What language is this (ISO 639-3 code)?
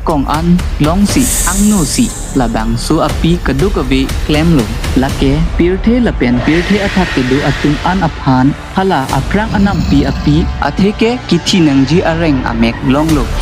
mjw